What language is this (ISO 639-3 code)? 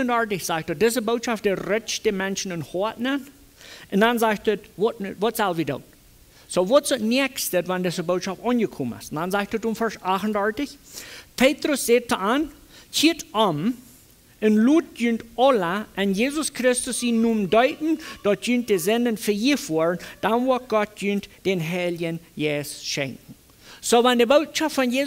pdt